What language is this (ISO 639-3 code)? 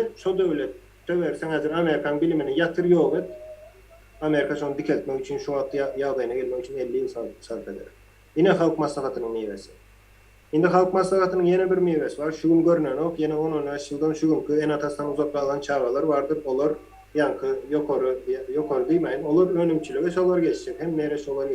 tuk